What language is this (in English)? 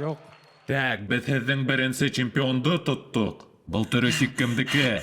Bashkir